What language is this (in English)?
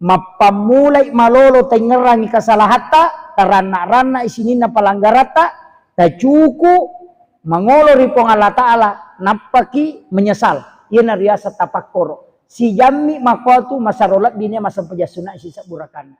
Buginese